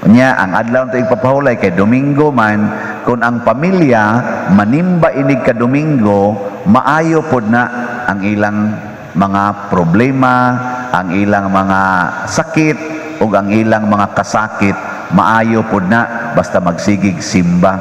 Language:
Cebuano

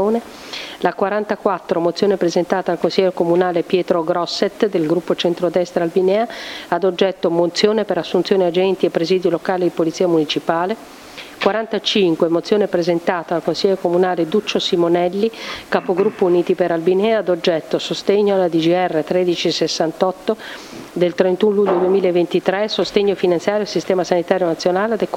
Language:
Italian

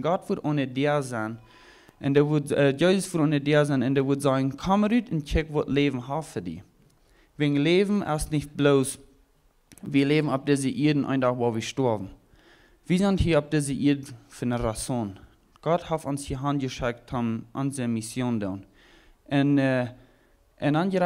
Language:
Plautdietsch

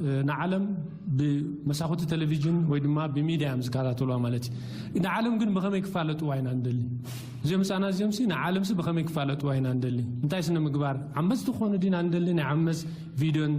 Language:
Tigrinya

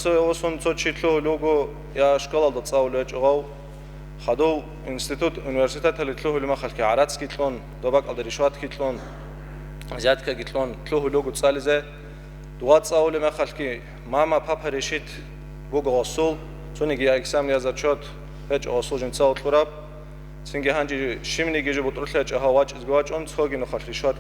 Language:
Avaric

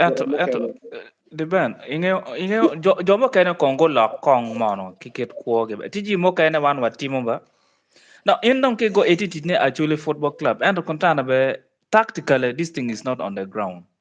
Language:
Acoli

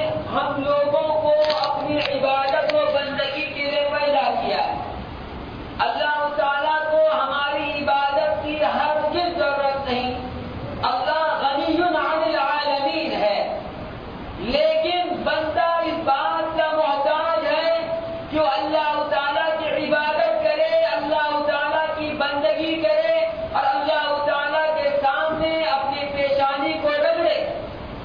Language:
Urdu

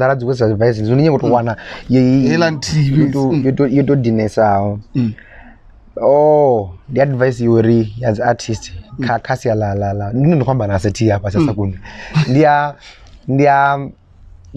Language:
Venda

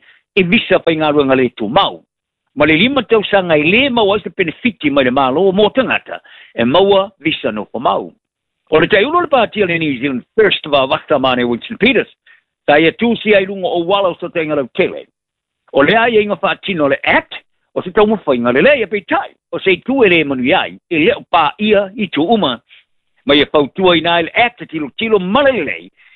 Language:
Samoan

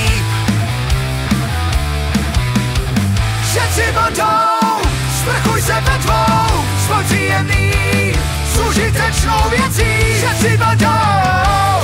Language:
Czech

